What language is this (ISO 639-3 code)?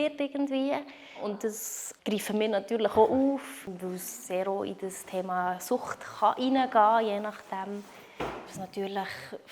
gsw